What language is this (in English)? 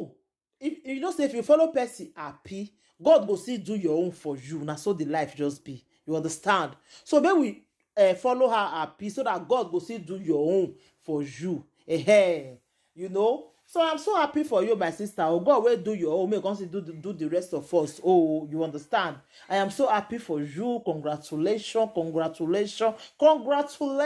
Nigerian Pidgin